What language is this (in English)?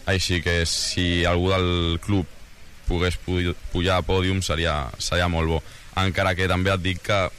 Catalan